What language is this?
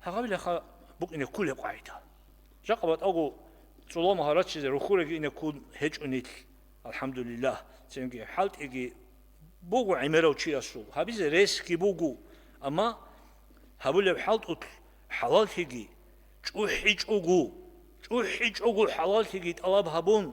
Avaric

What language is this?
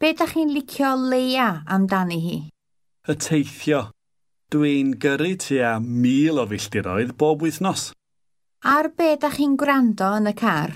Welsh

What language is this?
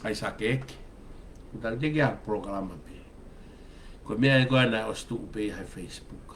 Tongan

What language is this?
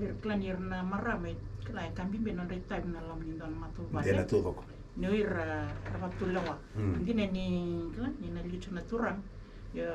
Fijian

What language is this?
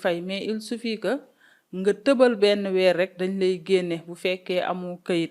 Wolof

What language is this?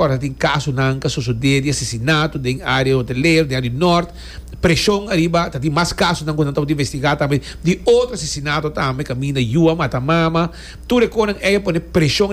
Papiamento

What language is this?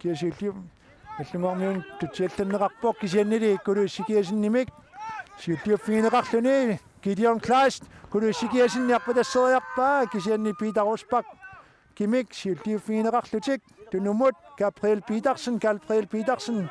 Kalaallisut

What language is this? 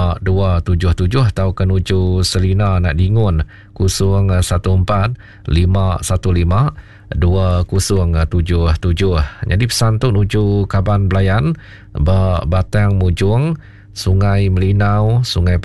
Iban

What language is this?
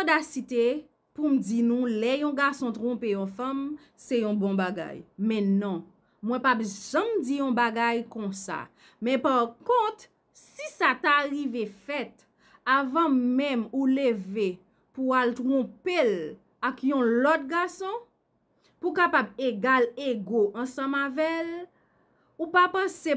Haitian Creole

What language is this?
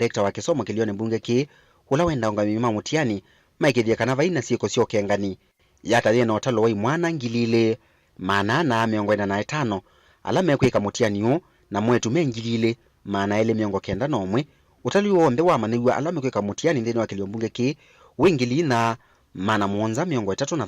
Kamba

